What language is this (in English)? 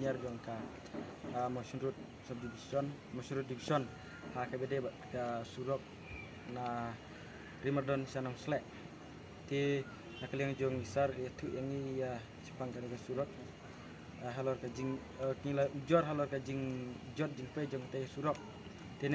Khasi